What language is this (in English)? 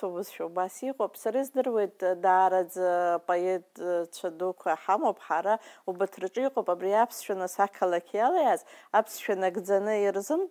Abkhazian